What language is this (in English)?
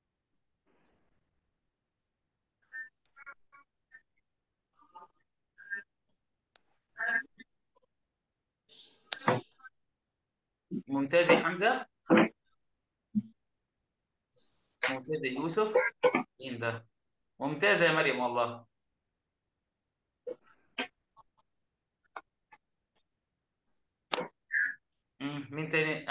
Egyptian Arabic